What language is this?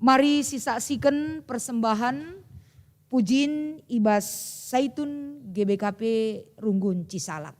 Batak Karo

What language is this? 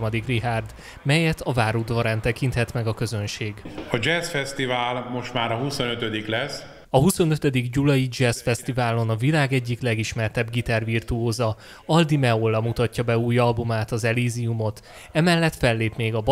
Hungarian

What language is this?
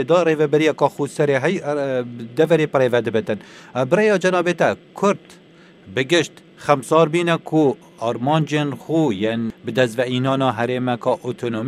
Kurdish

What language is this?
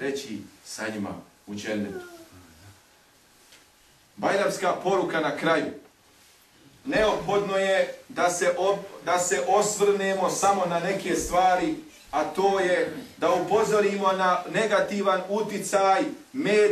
Bosnian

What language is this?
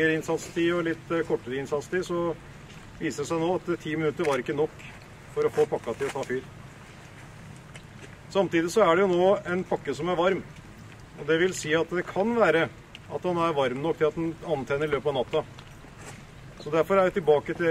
Norwegian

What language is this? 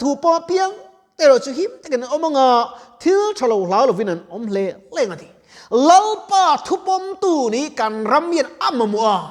Mizo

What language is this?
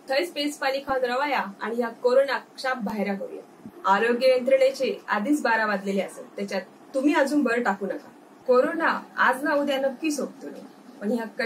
Konkani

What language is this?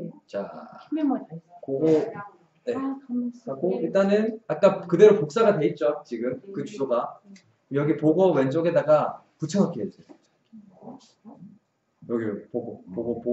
Korean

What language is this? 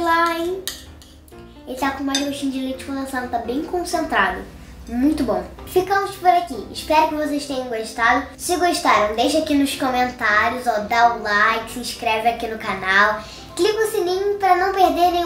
Portuguese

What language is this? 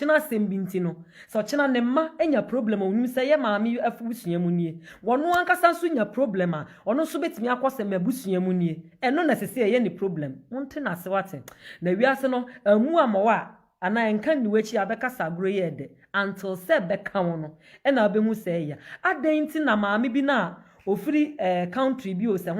Akan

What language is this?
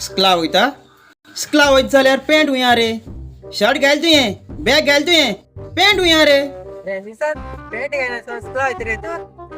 Konkani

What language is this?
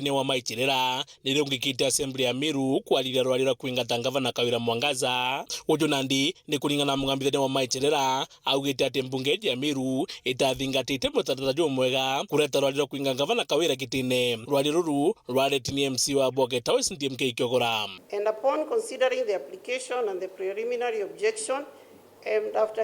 Meru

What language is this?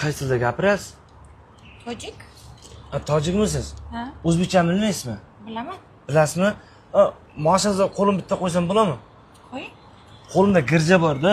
Uzbek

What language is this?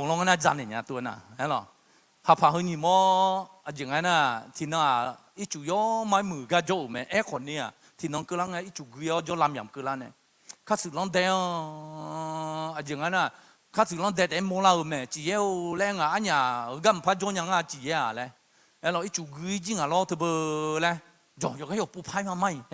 Akha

